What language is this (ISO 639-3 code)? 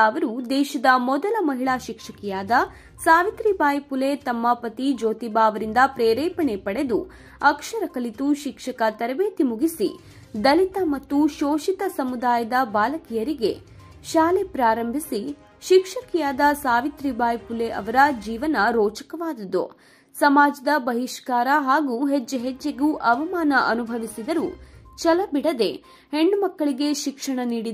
kan